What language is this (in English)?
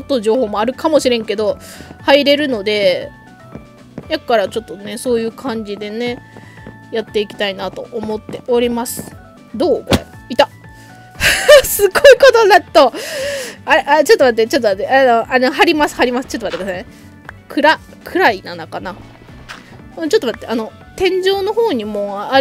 Japanese